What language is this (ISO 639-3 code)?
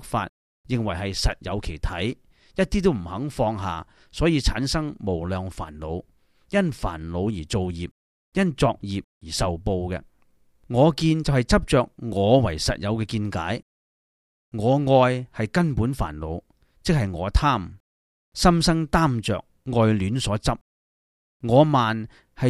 yue